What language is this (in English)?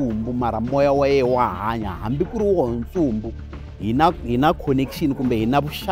Tsonga